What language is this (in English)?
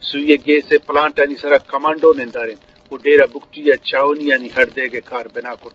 Eastern Balochi